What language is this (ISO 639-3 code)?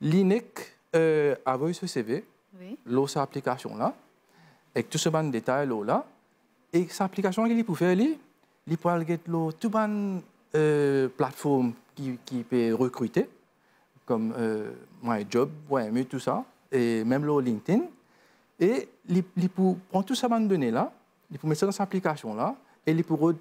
mfe